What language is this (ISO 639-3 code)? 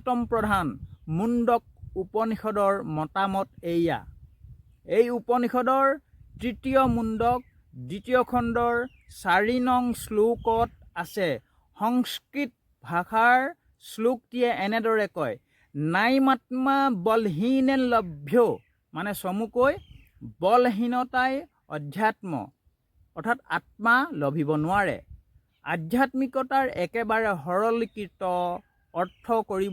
asm